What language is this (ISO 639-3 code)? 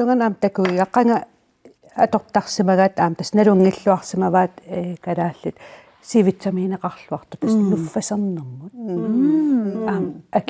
kal